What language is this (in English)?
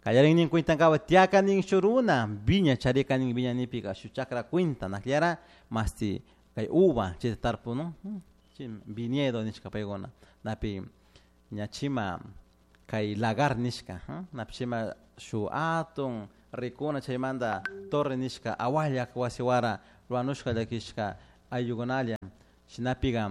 Chimborazo Highland Quichua